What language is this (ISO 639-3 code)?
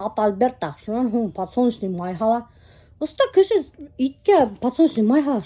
bak